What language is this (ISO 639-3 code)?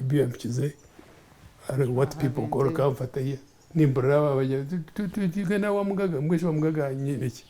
nyn